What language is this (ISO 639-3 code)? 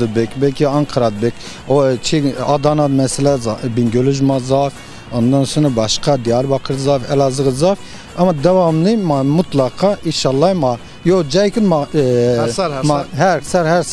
zza